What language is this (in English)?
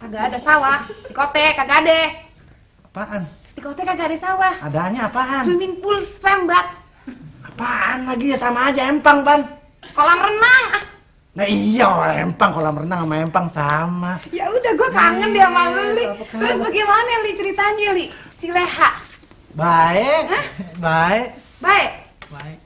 Betawi